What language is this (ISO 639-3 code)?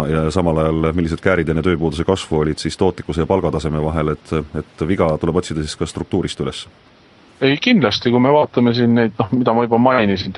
est